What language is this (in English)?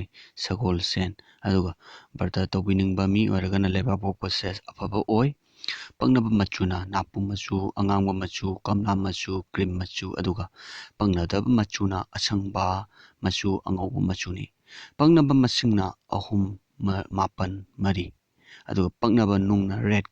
Manipuri